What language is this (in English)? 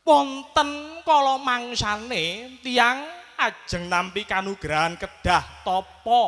Javanese